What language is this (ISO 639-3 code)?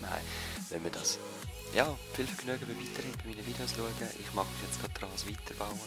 gsw